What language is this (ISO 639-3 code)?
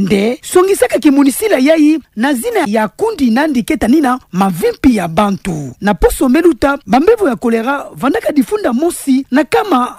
ktu